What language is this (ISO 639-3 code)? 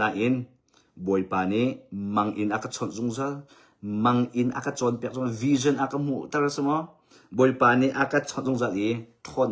cnh